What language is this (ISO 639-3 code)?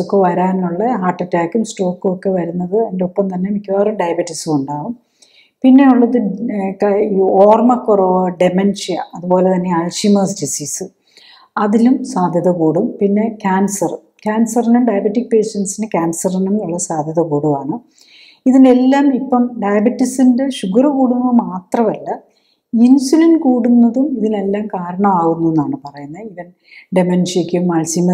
mal